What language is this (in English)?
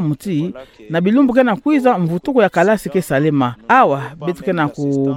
Kituba (Democratic Republic of Congo)